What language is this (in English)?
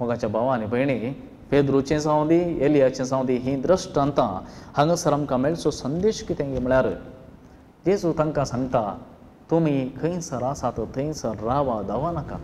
Konkani